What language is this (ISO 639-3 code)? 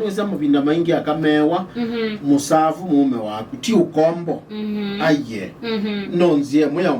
kam